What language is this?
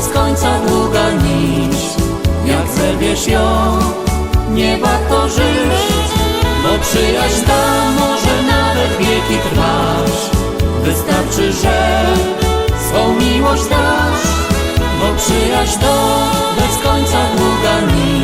Silesian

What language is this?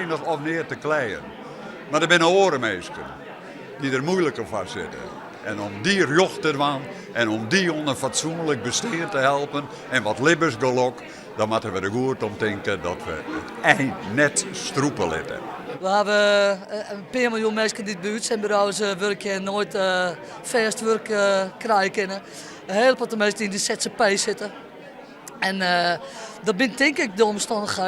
Western Frisian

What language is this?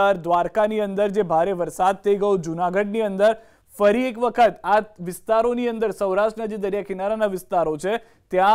Gujarati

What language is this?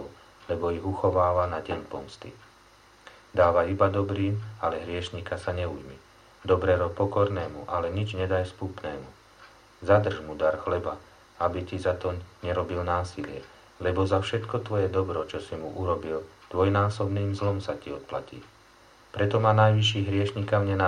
Slovak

